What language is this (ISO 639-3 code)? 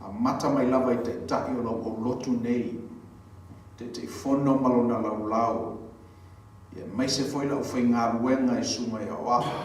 smo